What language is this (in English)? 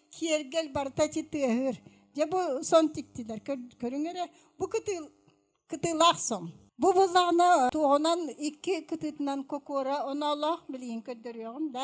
Yakut